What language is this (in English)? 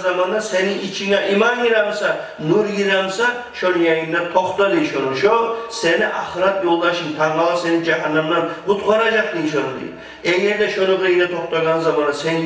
Kumyk